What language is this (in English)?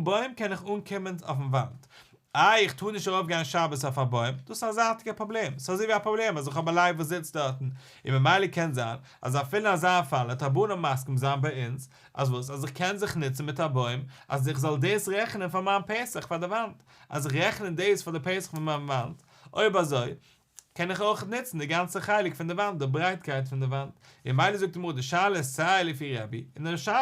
Yiddish